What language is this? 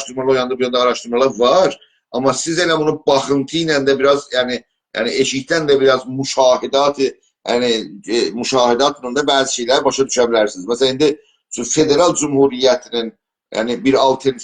South Azerbaijani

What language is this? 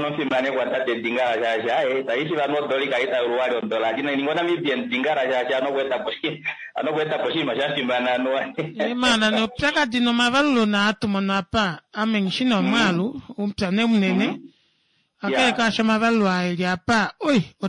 Kuanyama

